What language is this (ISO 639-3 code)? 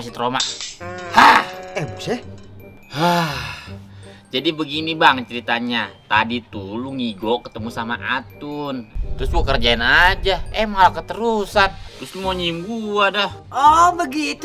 bew